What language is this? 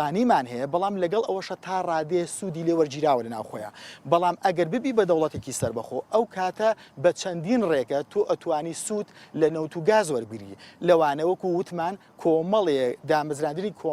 Central Kurdish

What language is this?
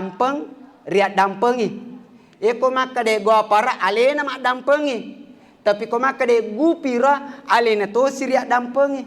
Buginese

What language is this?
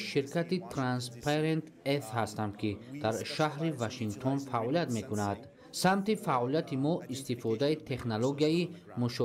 Tajik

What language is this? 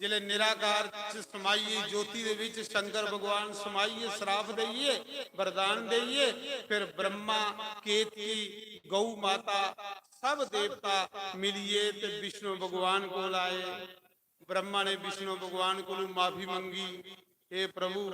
Dogri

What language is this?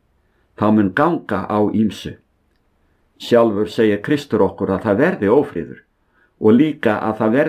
Icelandic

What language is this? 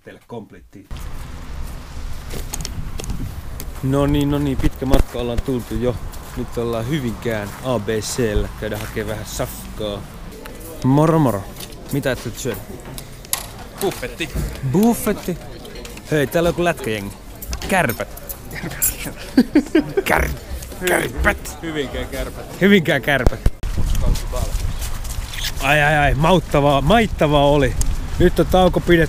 Finnish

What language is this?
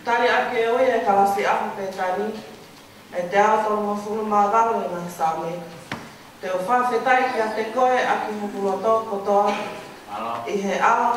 Tongan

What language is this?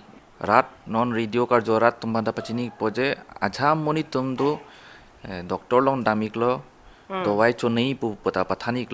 Karbi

